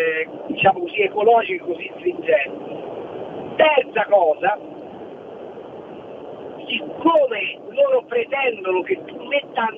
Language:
Italian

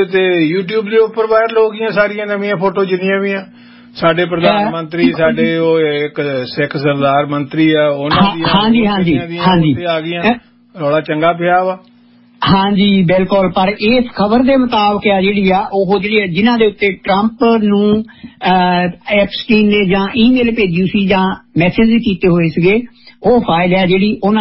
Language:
Punjabi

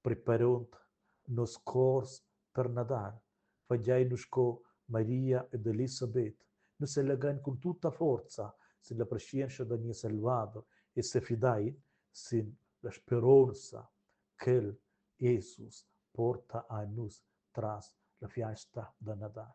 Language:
Romansh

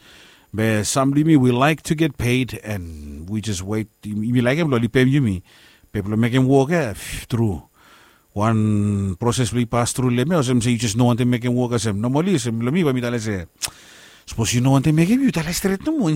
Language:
Bislama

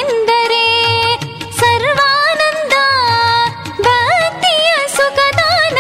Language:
Kannada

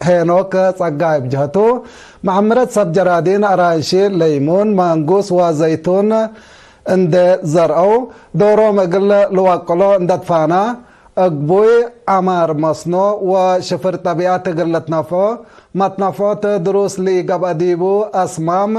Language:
Tigre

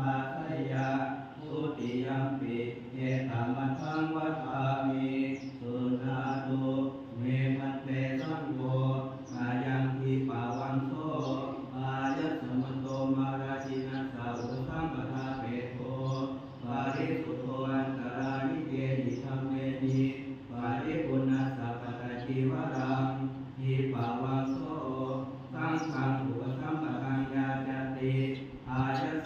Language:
Pali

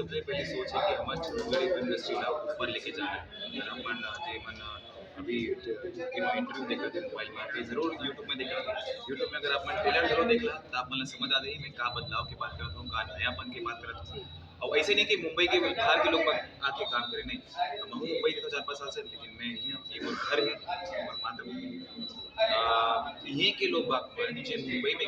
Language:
Chhattisgarhi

